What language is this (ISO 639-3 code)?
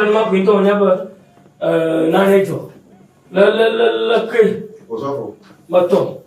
ewe